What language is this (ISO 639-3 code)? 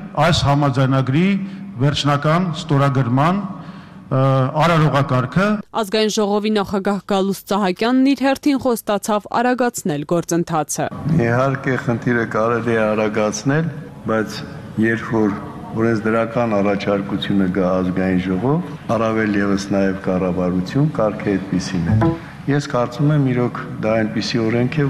hye